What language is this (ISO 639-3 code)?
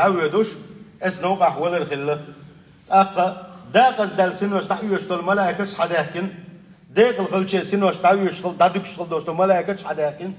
che